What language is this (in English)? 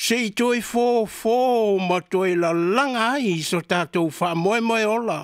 Samoan